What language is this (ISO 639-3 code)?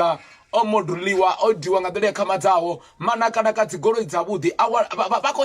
ven